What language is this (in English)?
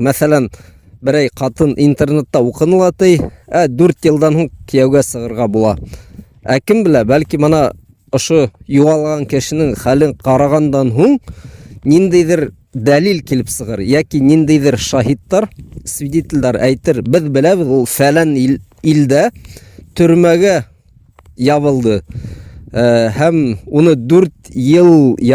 Bashkir